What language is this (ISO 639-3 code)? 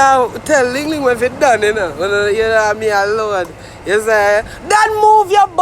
jam